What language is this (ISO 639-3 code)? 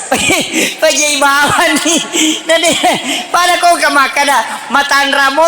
bug